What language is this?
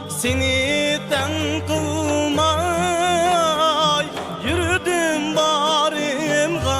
Uyghur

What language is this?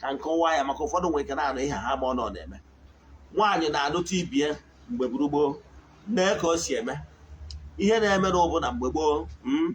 Igbo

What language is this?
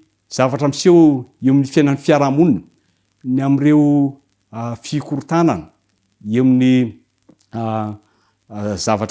Malagasy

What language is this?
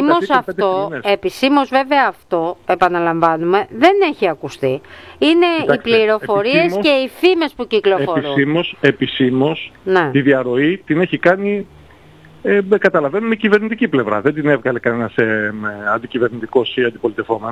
Greek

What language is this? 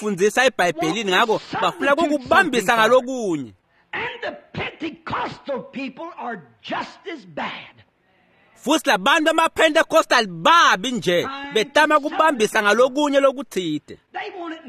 Swati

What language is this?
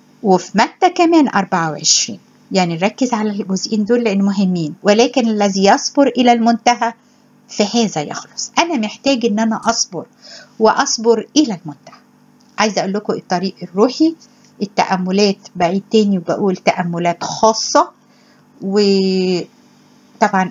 Egyptian Arabic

